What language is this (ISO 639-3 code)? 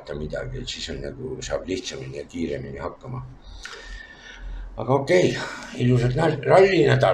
est